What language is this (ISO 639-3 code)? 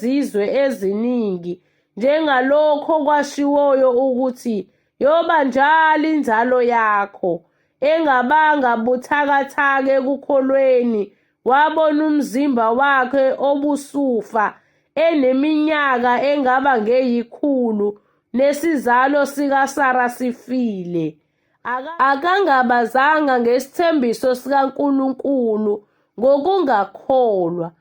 zul